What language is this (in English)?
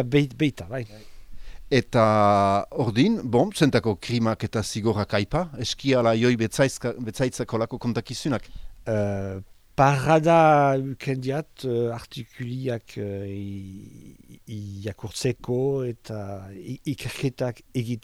Basque